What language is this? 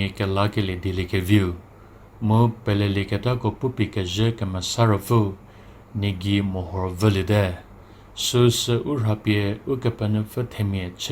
Angami Naga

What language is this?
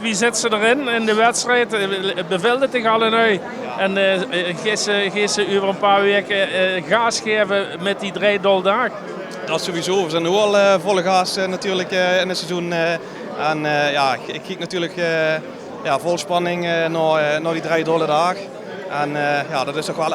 Limburgish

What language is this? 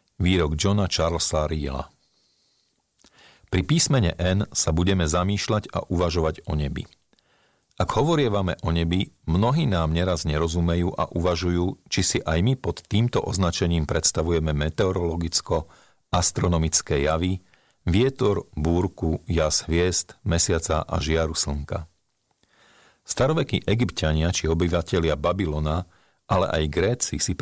Slovak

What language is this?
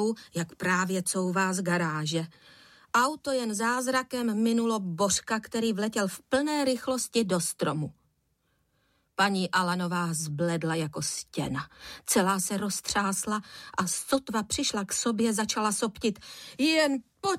Czech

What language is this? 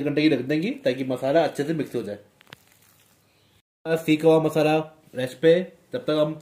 Hindi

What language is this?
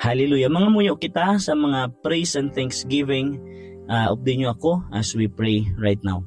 Hiligaynon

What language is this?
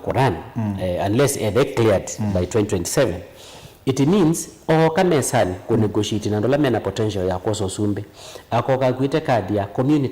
Kamba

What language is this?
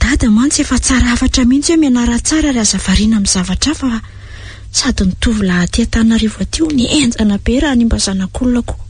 Malagasy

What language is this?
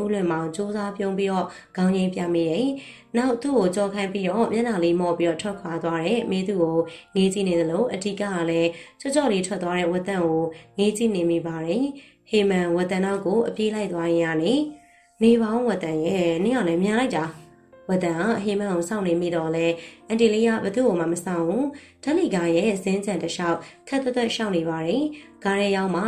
Burmese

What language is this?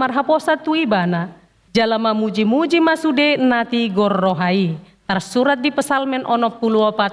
Batak Toba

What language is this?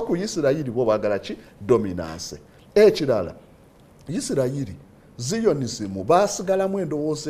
Ganda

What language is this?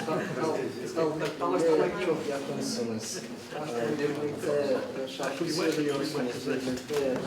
Chuvash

